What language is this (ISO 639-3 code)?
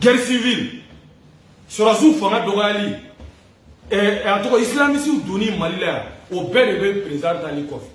bam